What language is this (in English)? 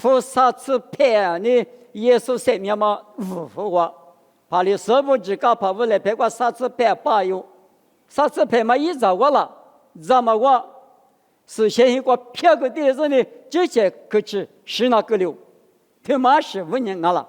Lisu